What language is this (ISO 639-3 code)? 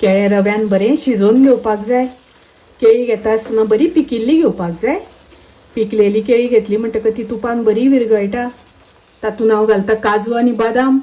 kok